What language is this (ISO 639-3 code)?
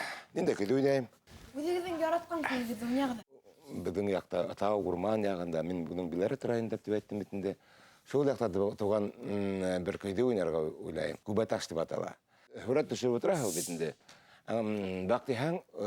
bak